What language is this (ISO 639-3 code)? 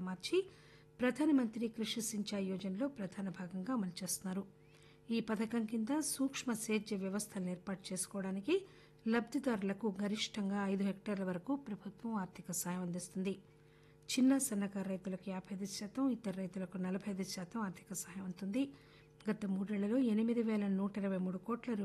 tel